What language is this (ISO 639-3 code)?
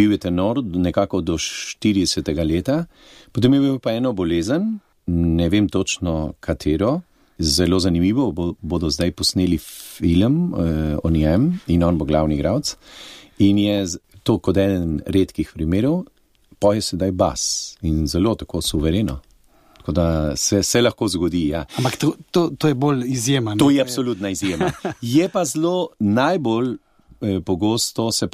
slv